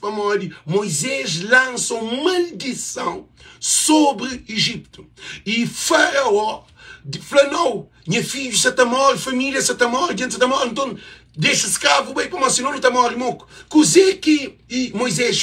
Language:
Kabuverdianu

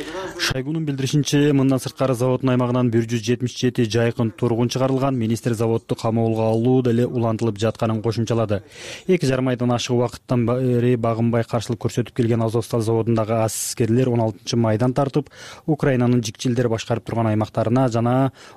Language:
Kyrgyz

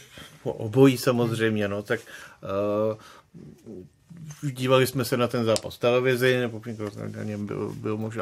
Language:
Czech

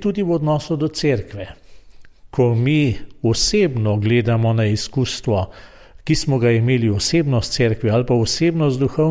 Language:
Slovenian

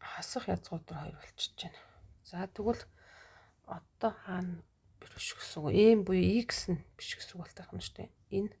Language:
Mongolian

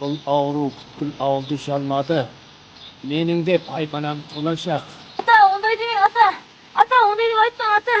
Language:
Kara-Kalpak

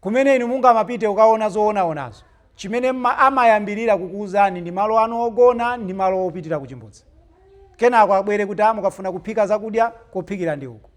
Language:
Nyanja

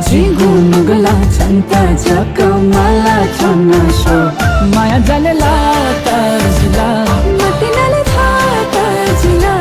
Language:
Newari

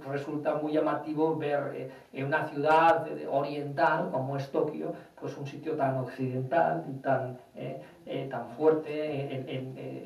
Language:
Spanish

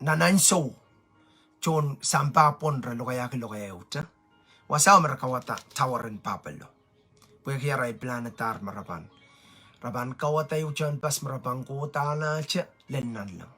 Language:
Pohnpeian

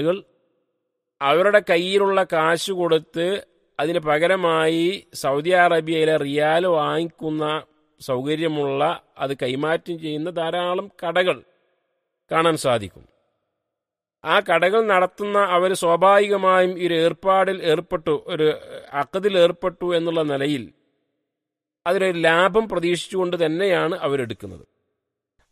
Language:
Malayalam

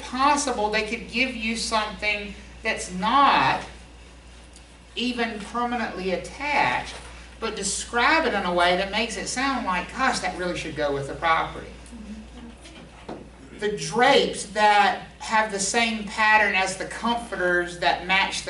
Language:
English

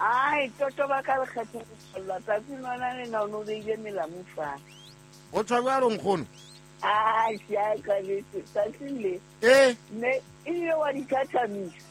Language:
Southern Sotho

